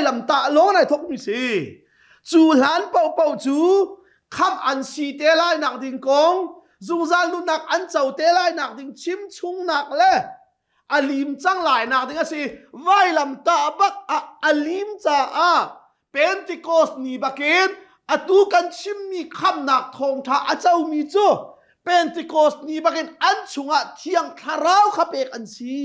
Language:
Hakha Chin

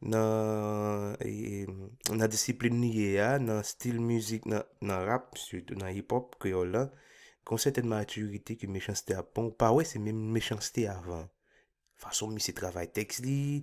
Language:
Haitian Creole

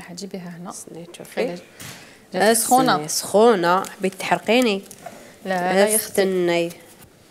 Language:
Algerian Arabic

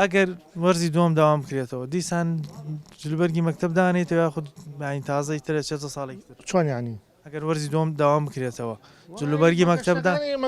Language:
Central Kurdish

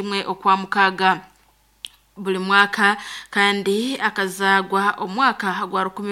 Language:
Nyankole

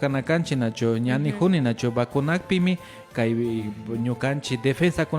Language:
Imbabura Highland Quichua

